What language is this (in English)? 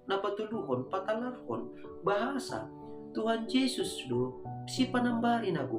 Batak Simalungun